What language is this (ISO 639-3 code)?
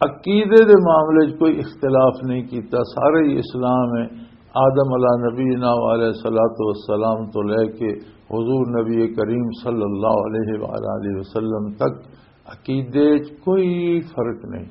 lah